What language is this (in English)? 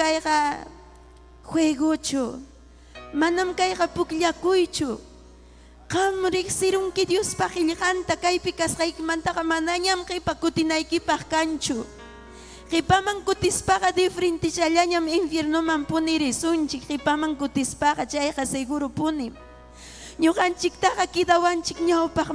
Ayacucho Quechua